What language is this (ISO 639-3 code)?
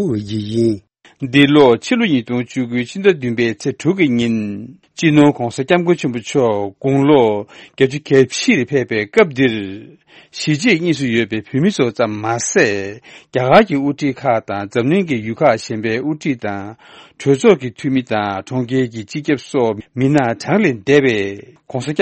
bod